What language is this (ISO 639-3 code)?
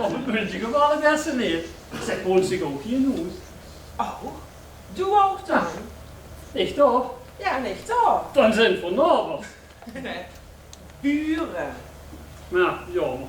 lim